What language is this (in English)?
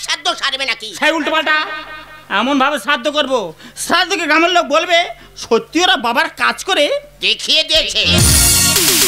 Bangla